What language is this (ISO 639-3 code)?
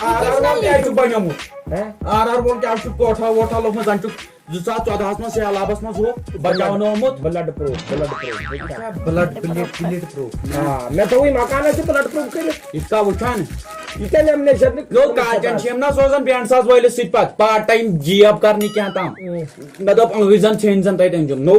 kas